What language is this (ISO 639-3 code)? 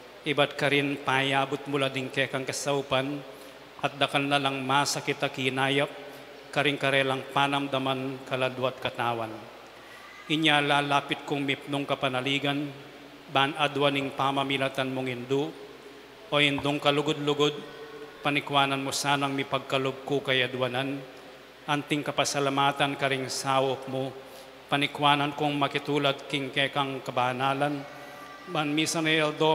pam